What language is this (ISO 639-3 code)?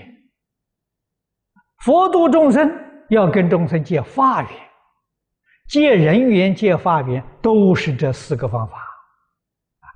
zho